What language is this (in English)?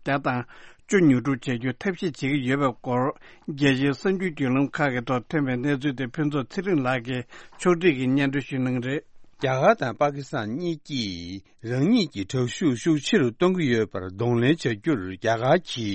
Tibetan